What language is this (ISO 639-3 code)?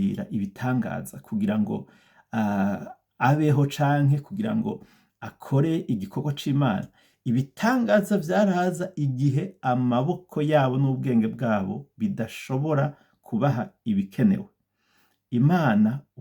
run